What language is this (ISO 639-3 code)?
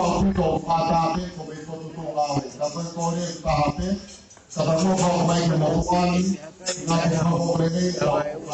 ton